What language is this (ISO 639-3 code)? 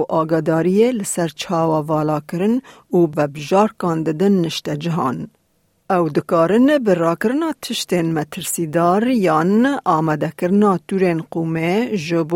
kur